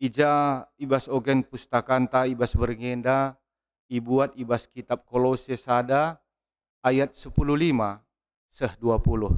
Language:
Batak Karo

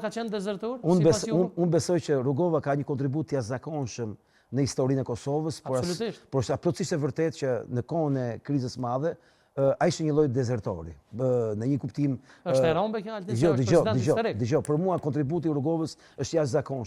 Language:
Albanian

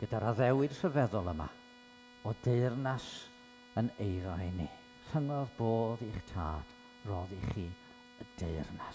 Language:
Welsh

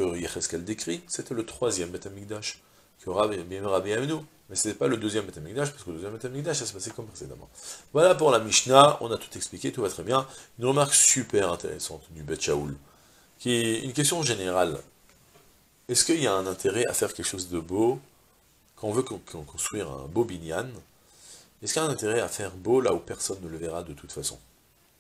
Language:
French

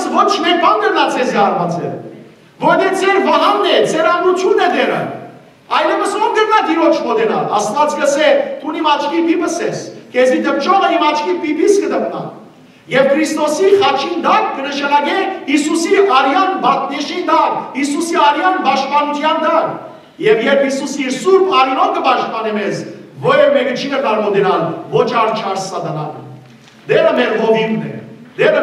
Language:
Western Armenian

